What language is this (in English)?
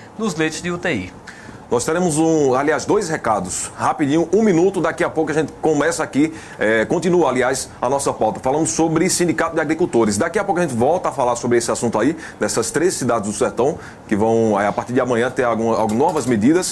Portuguese